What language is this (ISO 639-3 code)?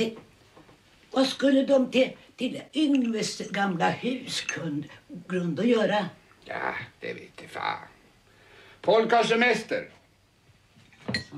swe